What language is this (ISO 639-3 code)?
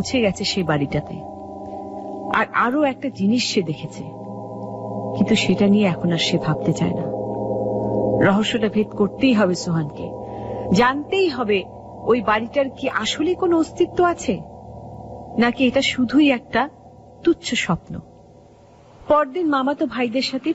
ben